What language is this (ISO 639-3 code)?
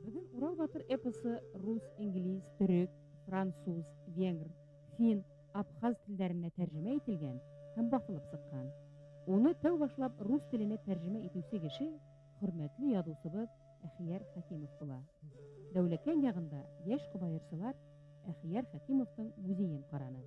bak